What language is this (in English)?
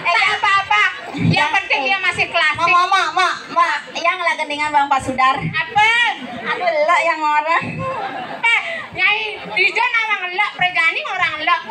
Balinese